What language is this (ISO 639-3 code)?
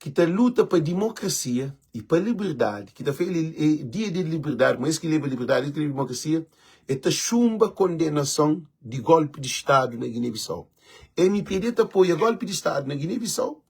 kea